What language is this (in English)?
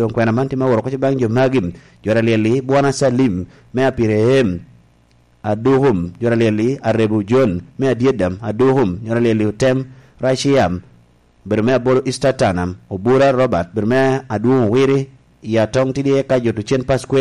Lango (Uganda)